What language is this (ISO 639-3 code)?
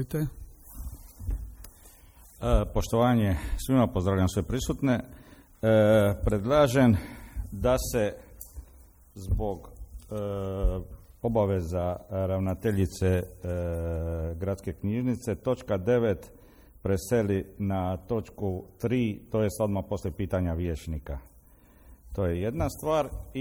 hrv